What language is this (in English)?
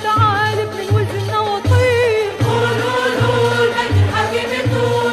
North Levantine Arabic